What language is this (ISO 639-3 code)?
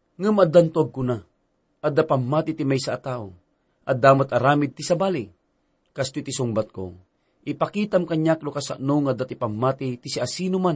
ilo